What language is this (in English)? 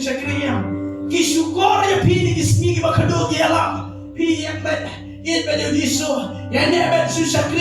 Khasi